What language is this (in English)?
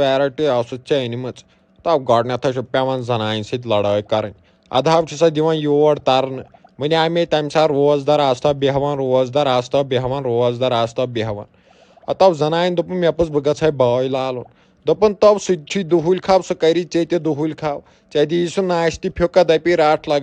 Kashmiri